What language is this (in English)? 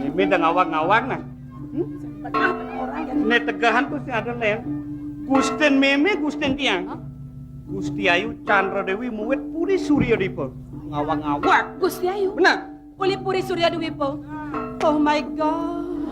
Balinese